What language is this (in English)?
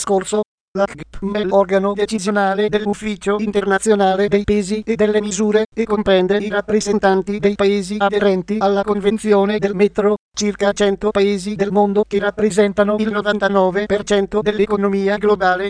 Italian